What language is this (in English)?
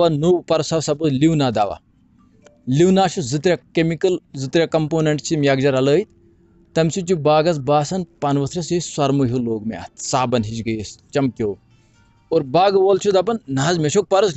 Kashmiri